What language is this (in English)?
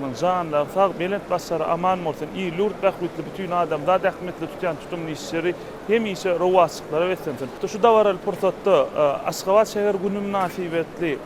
Turkmen